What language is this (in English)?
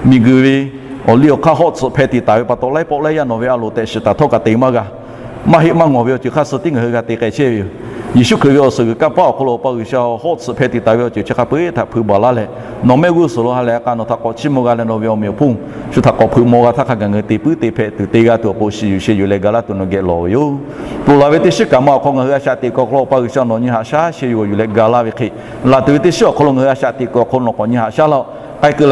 Lahu